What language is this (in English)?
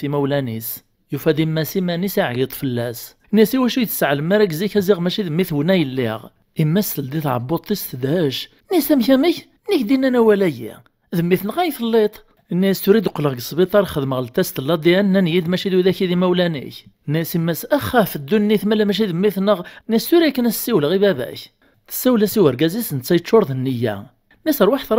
Kabyle